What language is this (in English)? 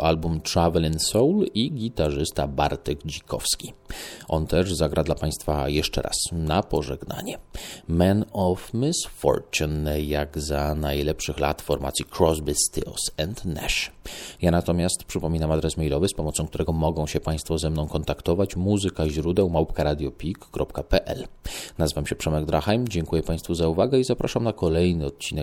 Polish